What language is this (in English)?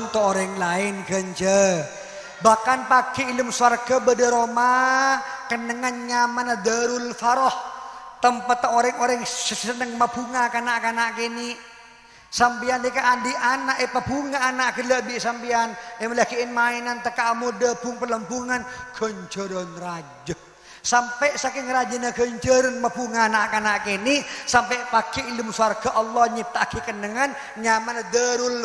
Madurese